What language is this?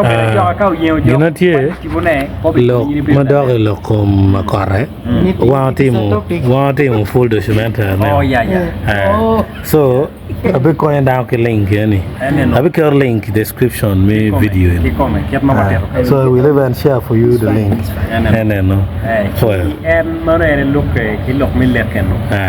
Acoli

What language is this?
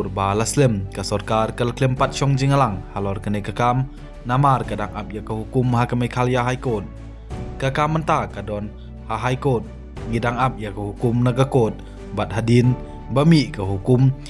Khasi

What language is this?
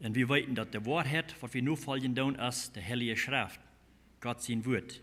Plautdietsch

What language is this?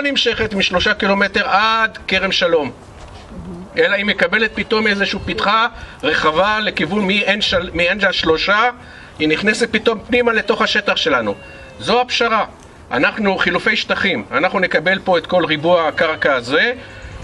Hebrew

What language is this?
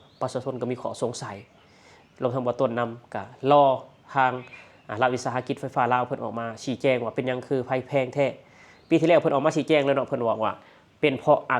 Lao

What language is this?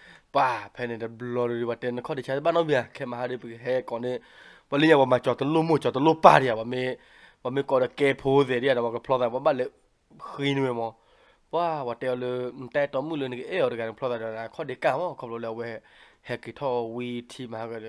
S'gaw Karen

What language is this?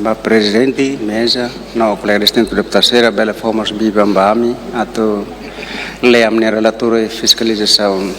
Tetum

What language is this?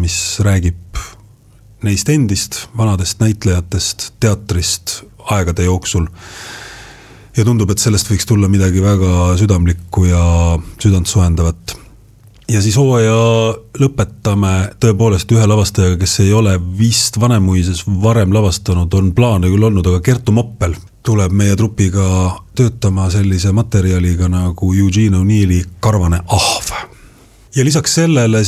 Estonian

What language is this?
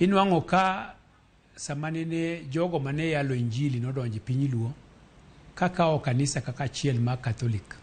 Luo (Kenya and Tanzania)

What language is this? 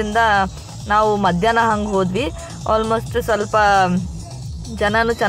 Kannada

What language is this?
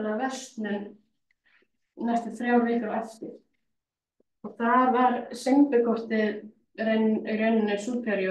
Icelandic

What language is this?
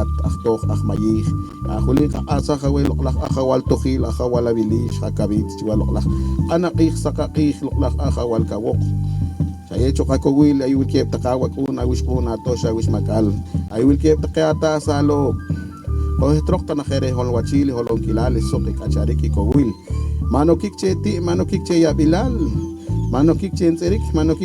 Poqomchi'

